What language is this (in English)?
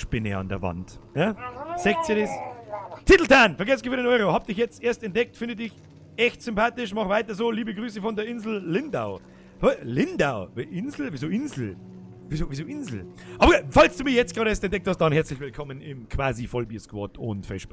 Bavarian